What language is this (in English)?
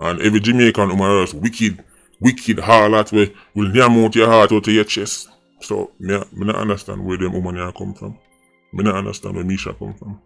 Jamaican Creole English